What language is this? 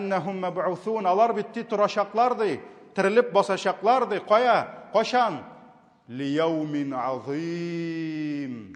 Tatar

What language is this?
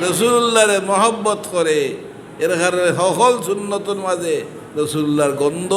Sylheti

